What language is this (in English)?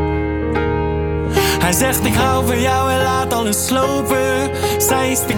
Dutch